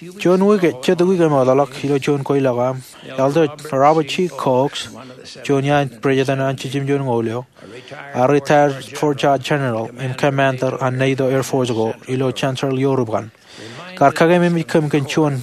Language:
Marshallese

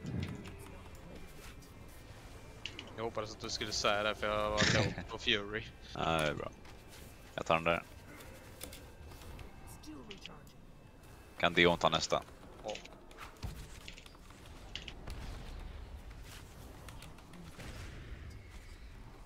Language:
Swedish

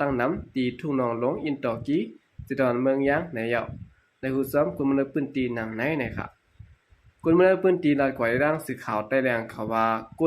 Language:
Shan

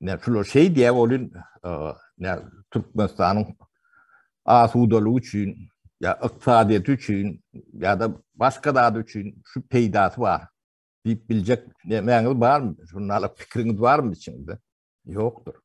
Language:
Turkmen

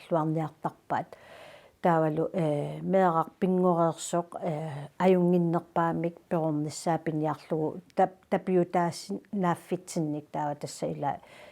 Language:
Kalaallisut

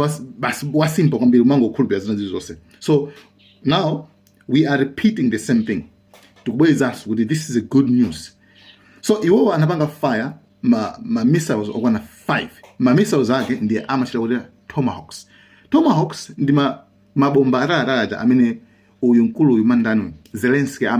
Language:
Nyanja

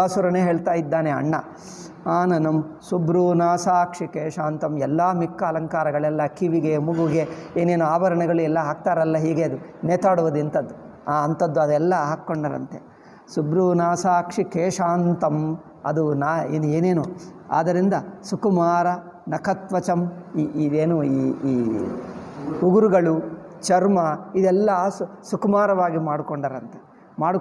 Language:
Kannada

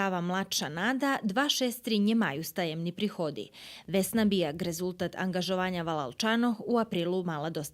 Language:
Rusyn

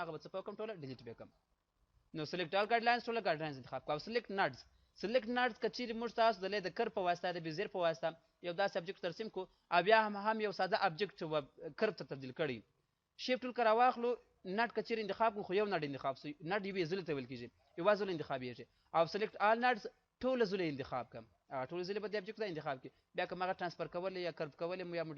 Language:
Pashto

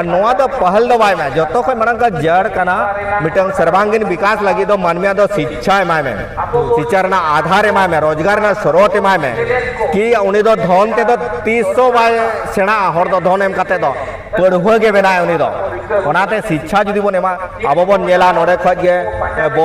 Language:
Santali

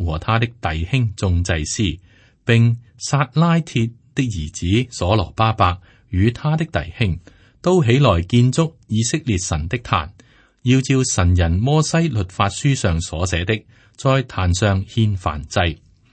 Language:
Cantonese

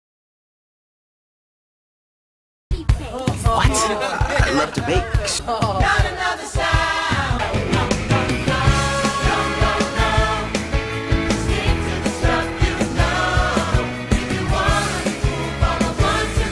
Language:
English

